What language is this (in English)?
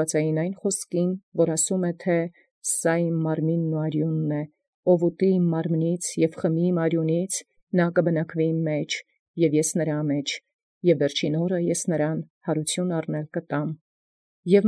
Armenian